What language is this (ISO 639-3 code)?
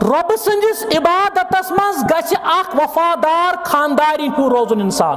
kas